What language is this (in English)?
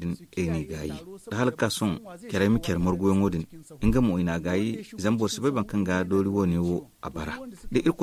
Zarma